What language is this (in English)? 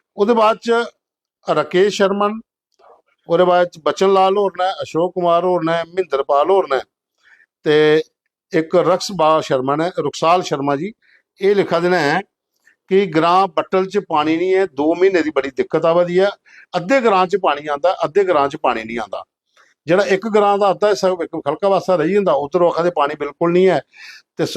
Dogri